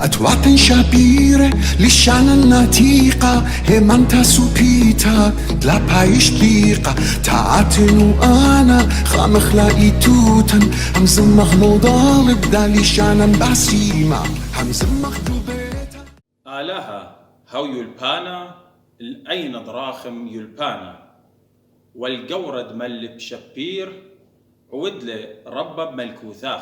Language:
Assyrian Neo-Aramaic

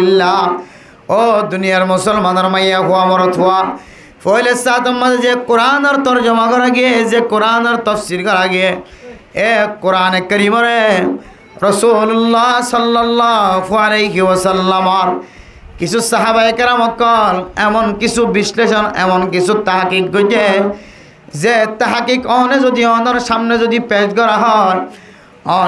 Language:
Rohingya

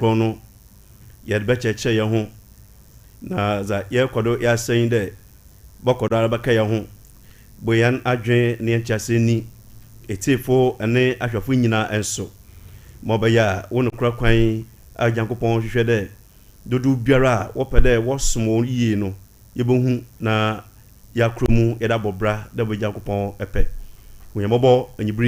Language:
Akan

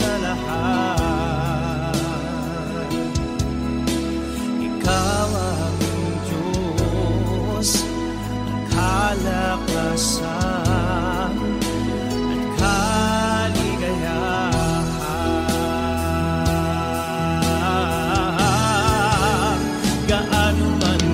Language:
Filipino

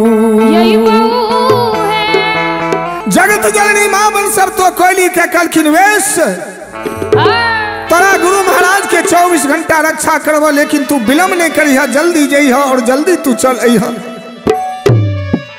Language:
Bhojpuri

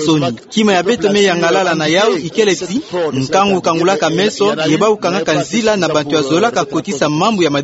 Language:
Kituba (Democratic Republic of Congo)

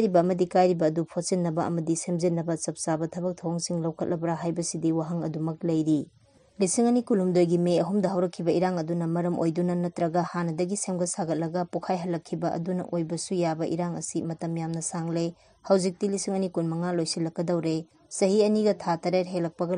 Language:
Manipuri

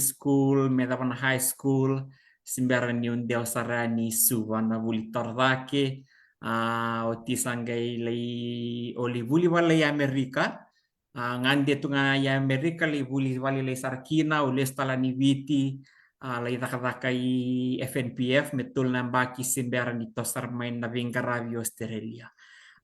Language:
Fijian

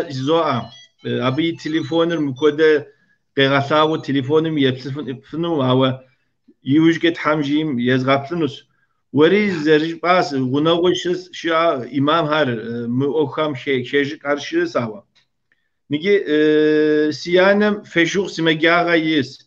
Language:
Kabardian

